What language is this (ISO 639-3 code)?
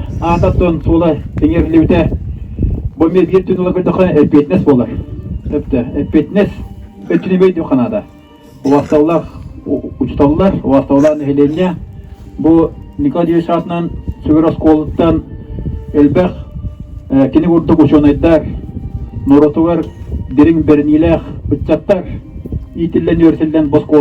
sah